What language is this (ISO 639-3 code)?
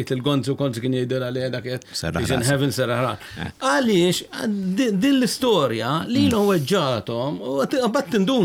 mlt